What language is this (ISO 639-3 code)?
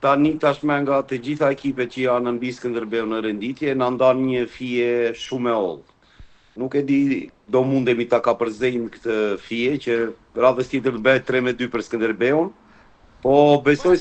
sqi